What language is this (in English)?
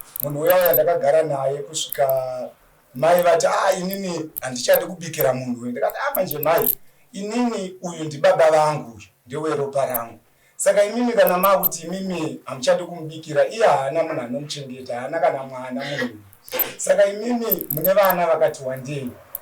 Shona